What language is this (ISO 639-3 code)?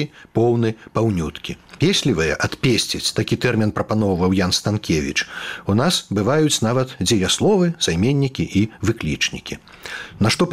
bel